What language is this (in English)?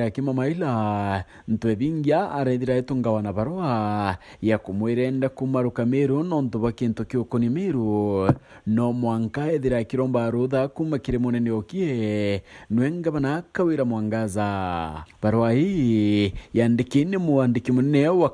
Meru